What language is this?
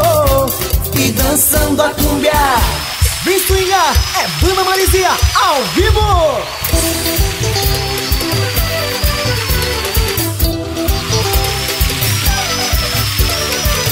Portuguese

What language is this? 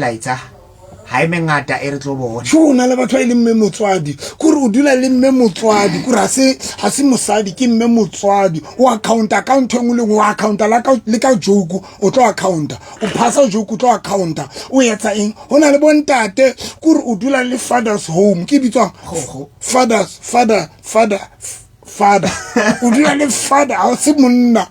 Southern Sotho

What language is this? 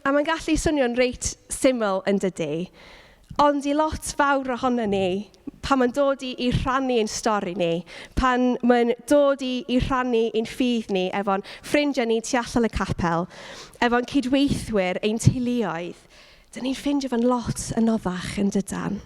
Welsh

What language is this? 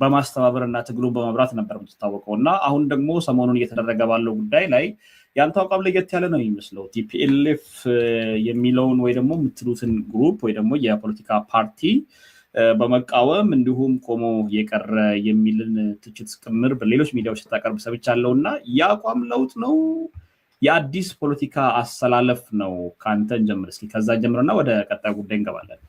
Amharic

